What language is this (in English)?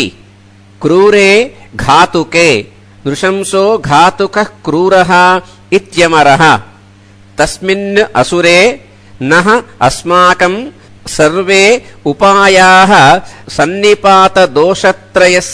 Sanskrit